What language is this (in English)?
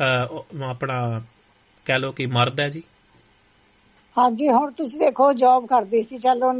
Punjabi